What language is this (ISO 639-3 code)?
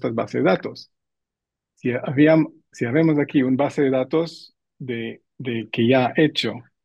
lad